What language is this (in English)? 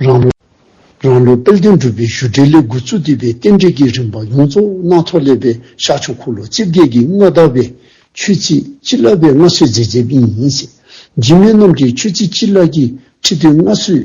Dzongkha